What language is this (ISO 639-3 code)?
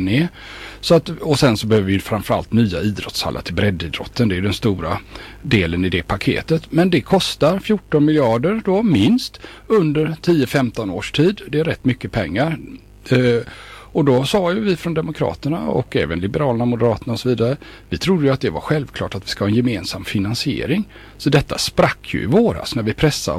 swe